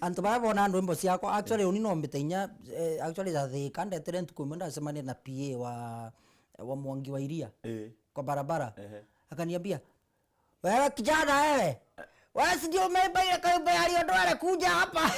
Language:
Meru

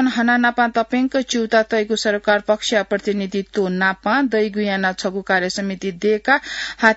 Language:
Newari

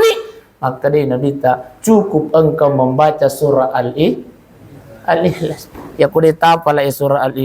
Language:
Buginese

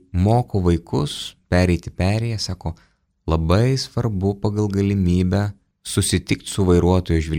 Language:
Lithuanian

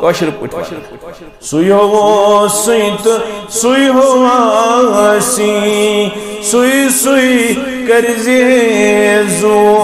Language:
Kashmiri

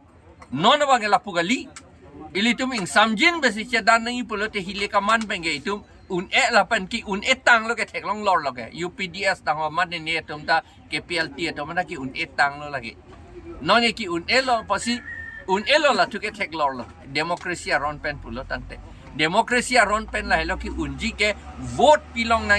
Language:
Karbi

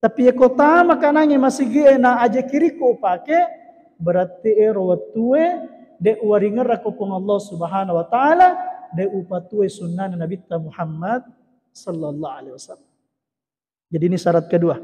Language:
Buginese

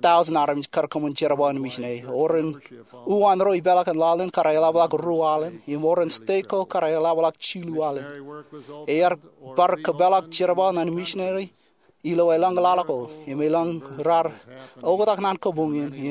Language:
Marshallese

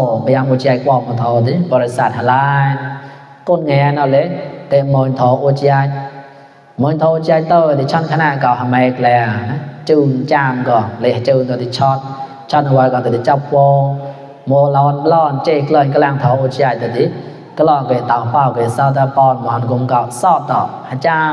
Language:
Mon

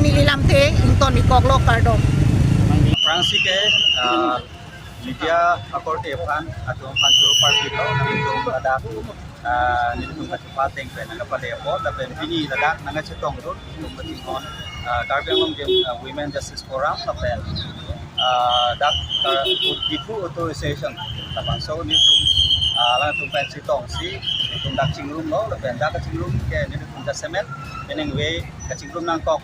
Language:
Karbi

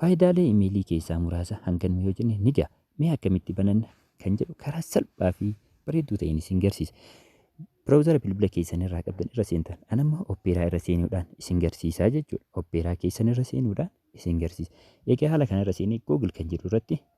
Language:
Oromo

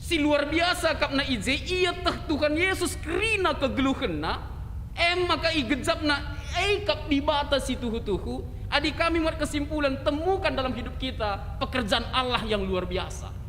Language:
Batak Karo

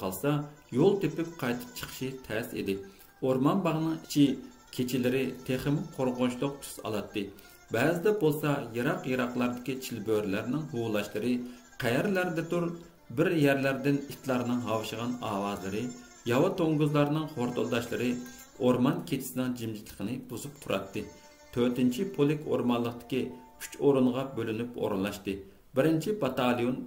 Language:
Uyghur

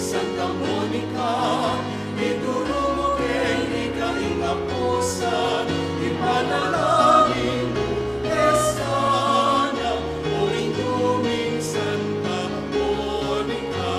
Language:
Pampanga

